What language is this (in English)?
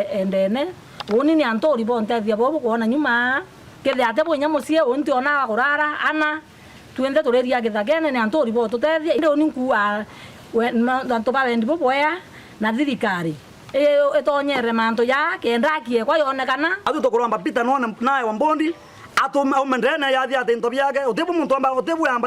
Meru